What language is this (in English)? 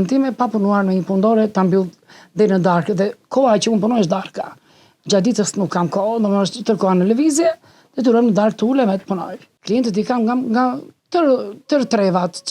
Albanian